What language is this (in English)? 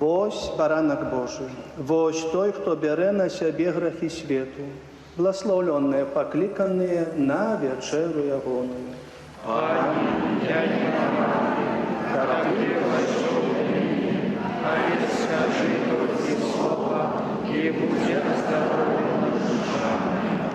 Belarusian